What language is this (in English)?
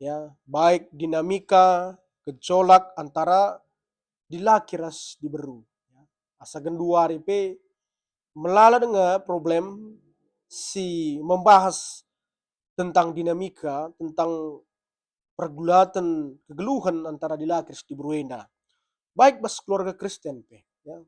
Batak Karo